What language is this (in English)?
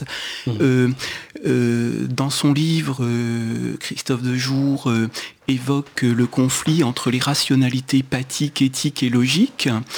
French